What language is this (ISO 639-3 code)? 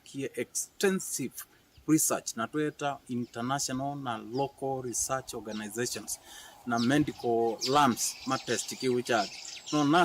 kam